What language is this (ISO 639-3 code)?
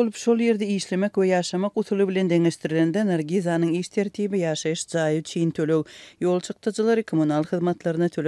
tuk